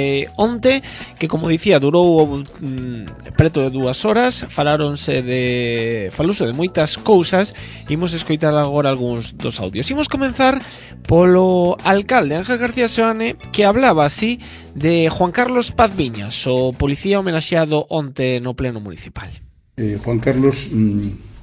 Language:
Galician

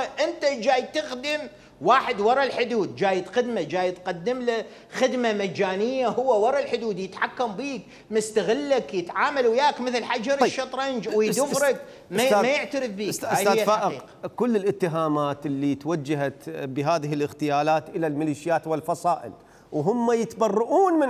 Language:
Mesopotamian Arabic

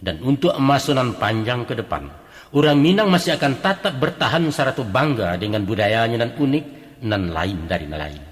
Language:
Minangkabau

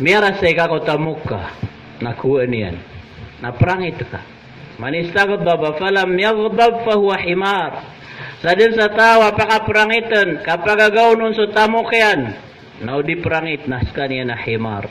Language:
Maranao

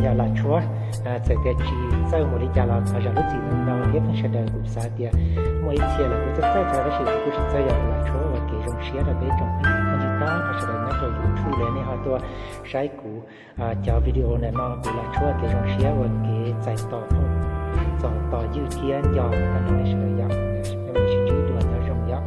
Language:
Hmong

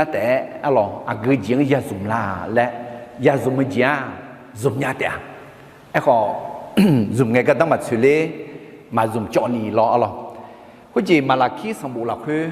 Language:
Akha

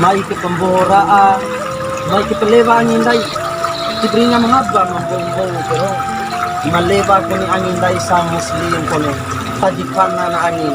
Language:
Bima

